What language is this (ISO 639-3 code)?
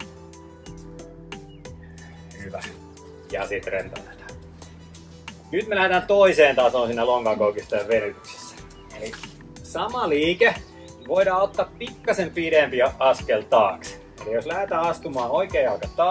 fin